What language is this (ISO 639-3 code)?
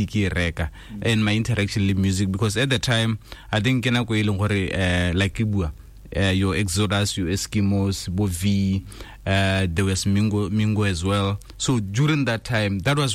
tsn